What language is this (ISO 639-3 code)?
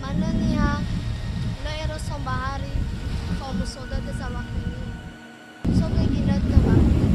nia